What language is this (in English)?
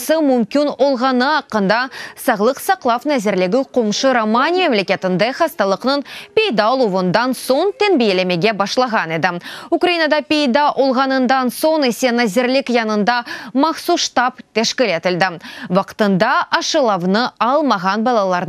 Crimean Tatar